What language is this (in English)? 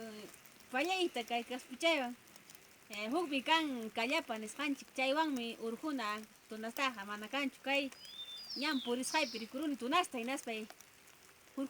Ayacucho Quechua